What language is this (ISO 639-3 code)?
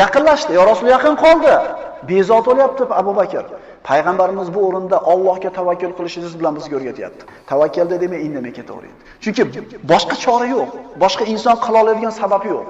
uzb